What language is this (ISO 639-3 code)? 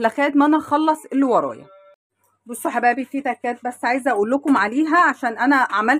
arz